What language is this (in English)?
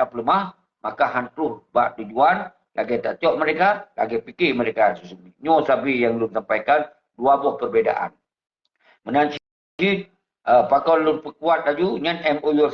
Achinese